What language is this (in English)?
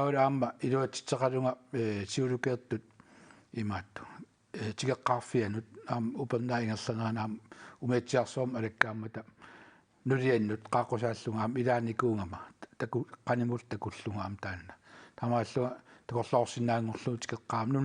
Kalaallisut